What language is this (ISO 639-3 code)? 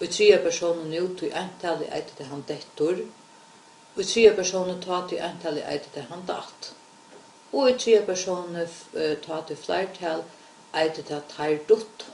fao